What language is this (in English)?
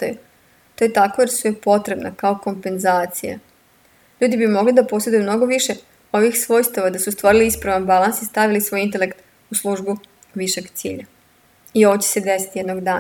Serbian